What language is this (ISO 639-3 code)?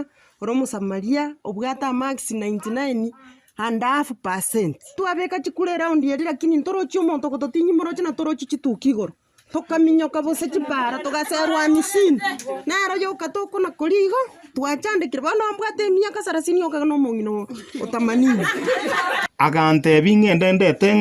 guz